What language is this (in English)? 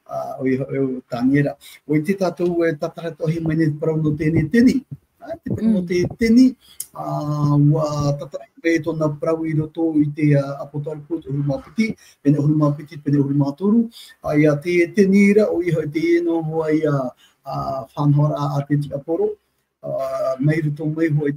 Tahitian